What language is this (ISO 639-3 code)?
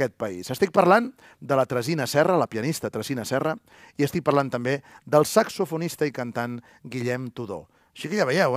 cat